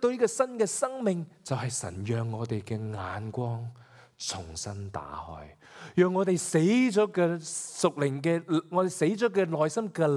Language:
Cantonese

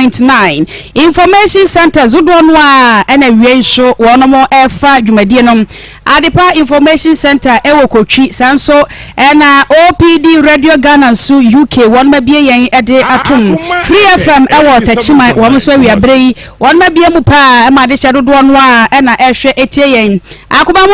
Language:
Akan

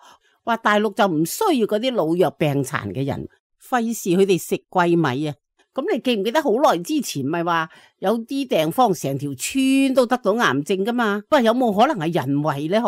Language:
Cantonese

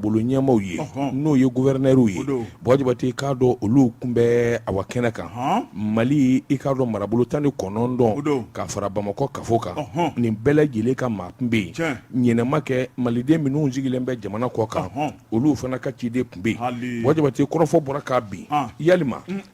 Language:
Bambara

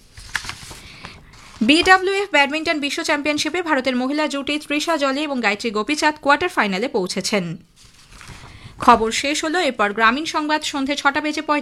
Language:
Bangla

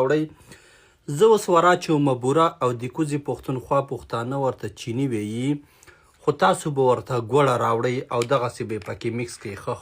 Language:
Pashto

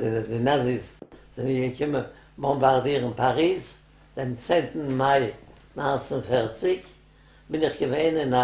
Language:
Yiddish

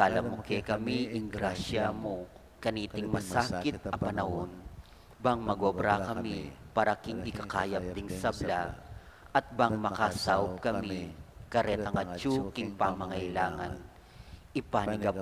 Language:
Pampanga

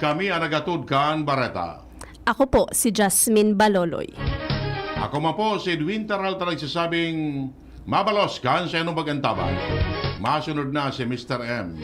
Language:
Bikol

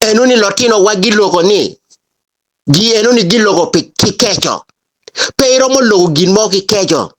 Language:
Acoli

